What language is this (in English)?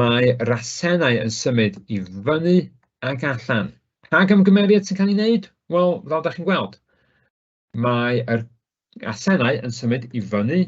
Welsh